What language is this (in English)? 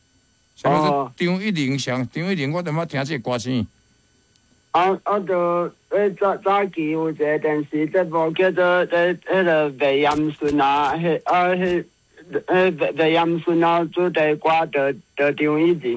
Min Nan Chinese